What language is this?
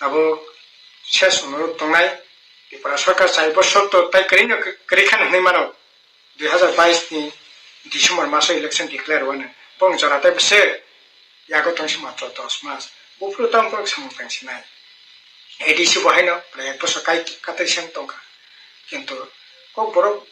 Kok Borok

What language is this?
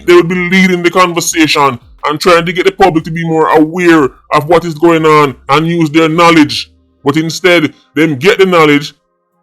Jamaican Creole English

